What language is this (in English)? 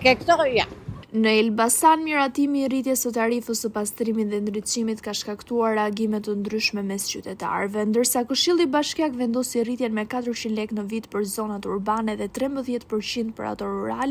Albanian